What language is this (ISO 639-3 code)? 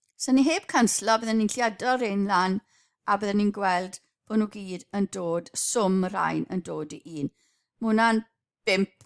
cym